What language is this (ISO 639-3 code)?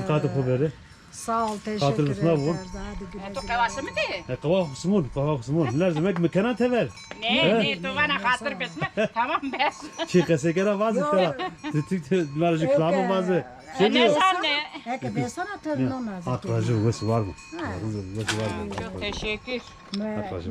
zza